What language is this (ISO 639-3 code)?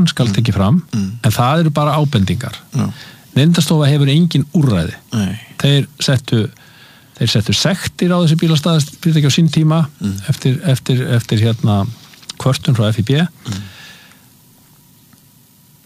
isl